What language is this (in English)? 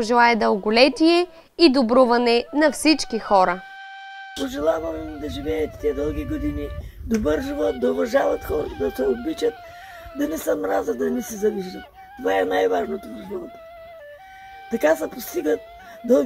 Bulgarian